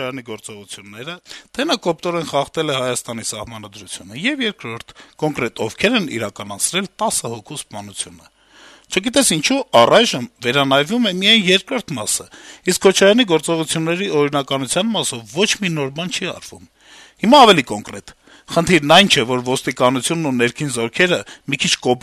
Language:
Armenian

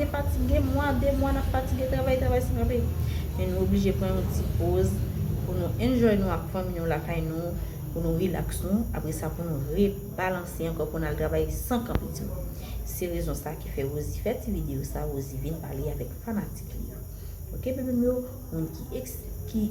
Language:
Haitian Creole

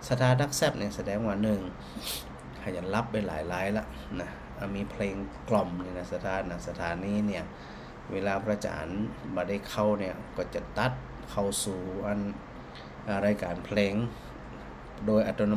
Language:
Thai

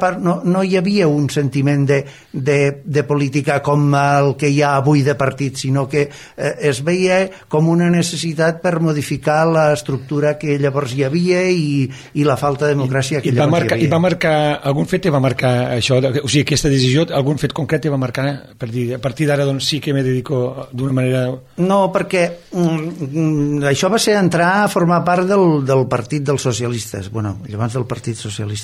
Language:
Catalan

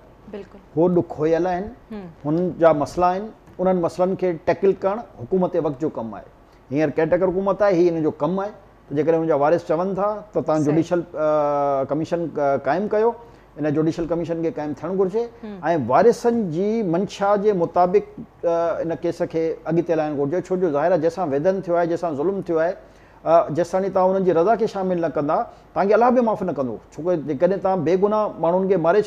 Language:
Sindhi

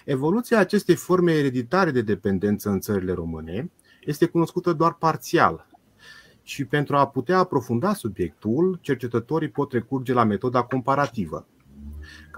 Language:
Romanian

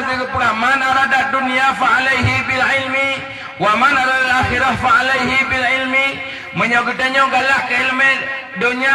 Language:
Achinese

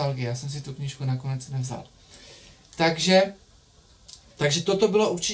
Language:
Czech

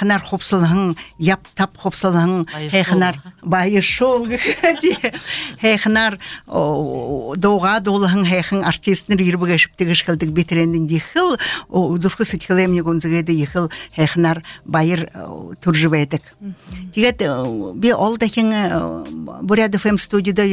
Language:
Buriat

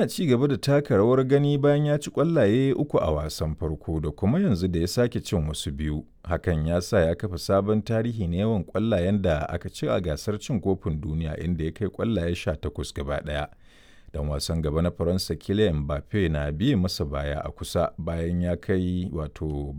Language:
Hausa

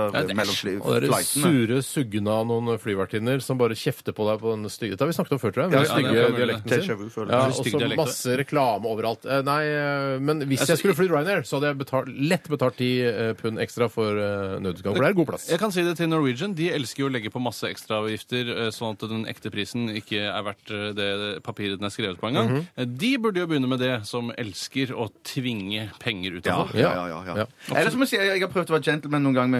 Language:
Norwegian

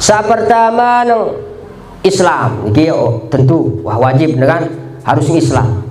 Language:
Sasak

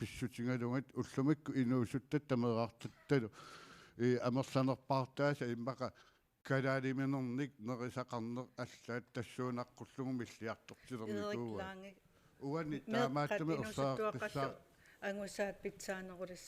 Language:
Kalaallisut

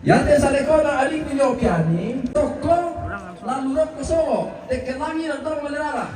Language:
Toraja-Sa'dan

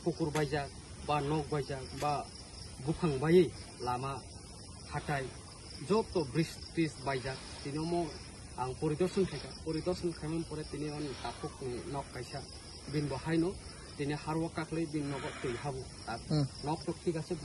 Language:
Kok Borok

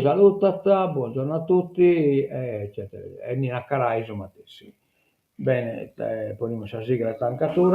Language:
Sardinian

